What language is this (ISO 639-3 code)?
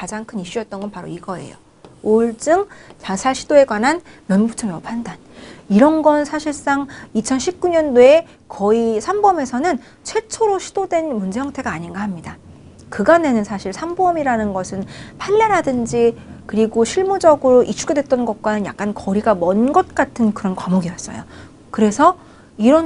kor